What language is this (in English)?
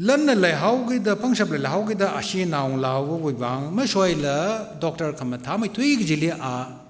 Tangkhul Naga (India)